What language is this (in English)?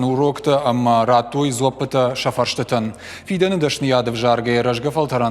Ossetic